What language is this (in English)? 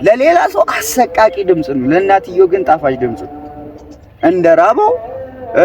Amharic